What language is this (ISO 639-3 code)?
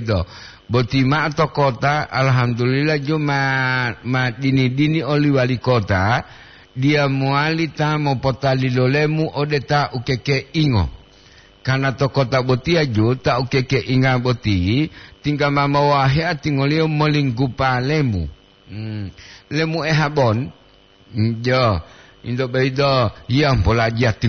gor